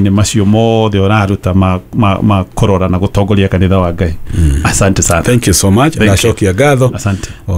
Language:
Kikuyu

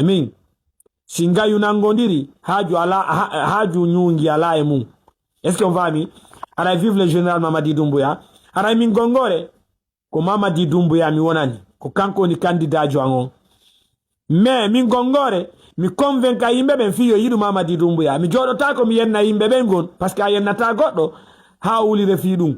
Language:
Fula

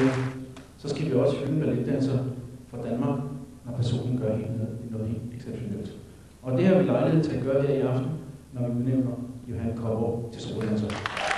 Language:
Danish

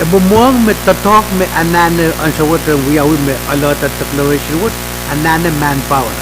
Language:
Pohnpeian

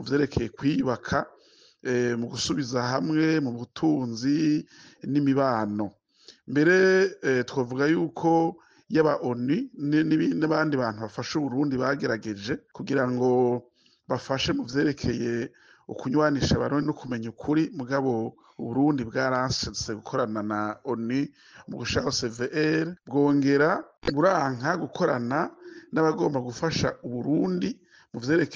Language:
Rundi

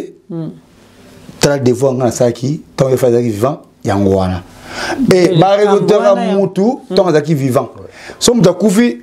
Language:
Lingala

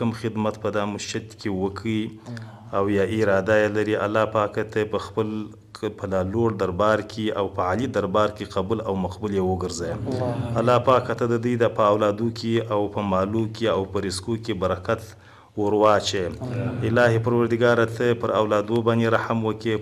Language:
Pashto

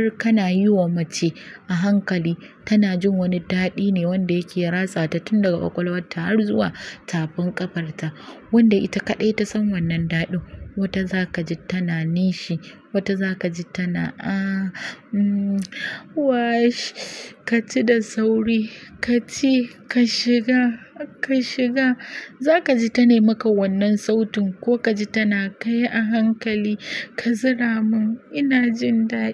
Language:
Hausa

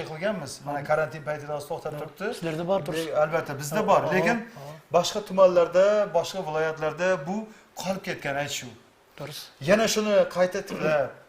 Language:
Kara-Kalpak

